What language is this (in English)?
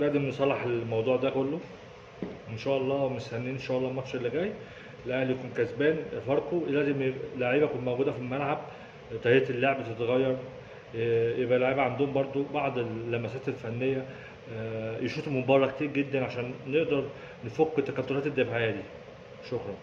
Egyptian Arabic